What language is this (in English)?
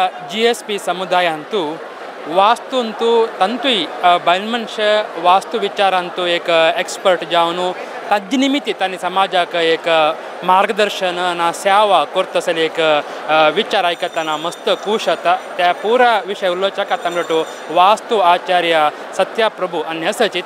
Konkani